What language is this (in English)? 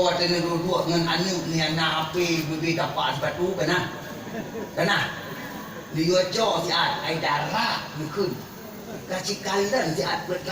Achinese